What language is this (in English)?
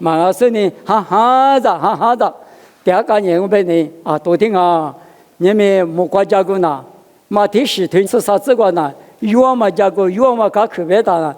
Lisu